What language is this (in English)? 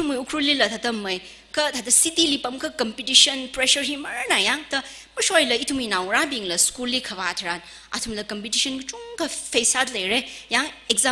Tangkhul Naga (India)